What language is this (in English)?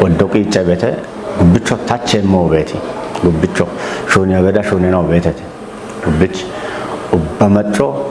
Kafa